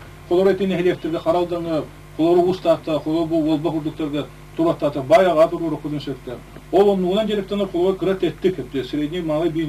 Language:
Yakut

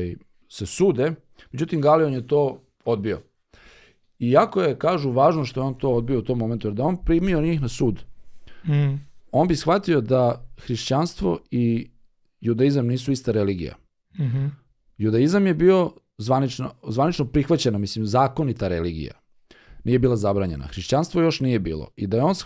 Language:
Serbian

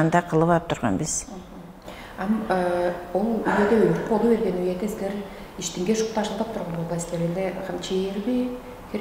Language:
Tuvinian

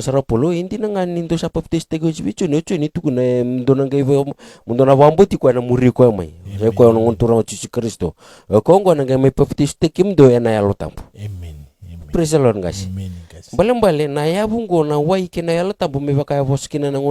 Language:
Fijian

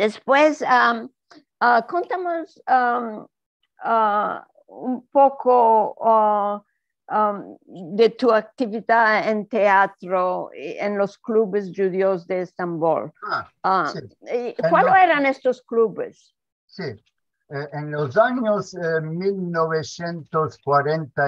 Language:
Ladino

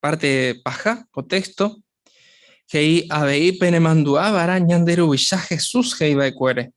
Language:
Guarani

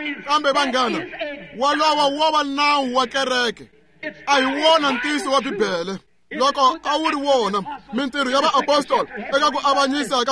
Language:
Tsonga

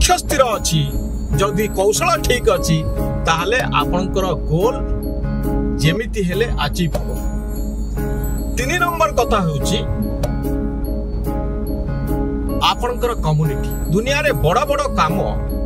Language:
Odia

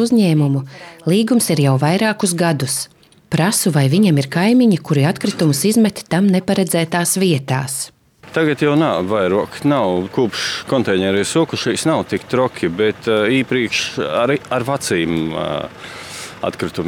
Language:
Latvian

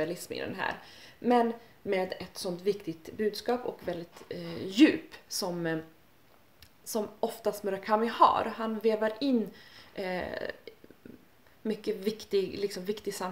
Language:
Swedish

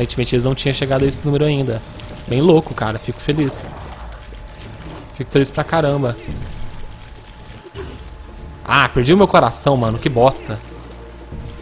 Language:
Portuguese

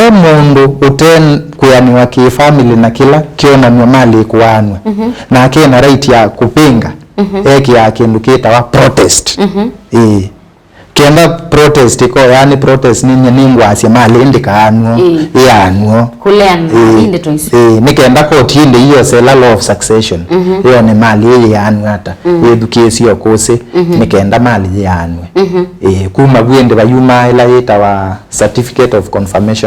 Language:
Kamba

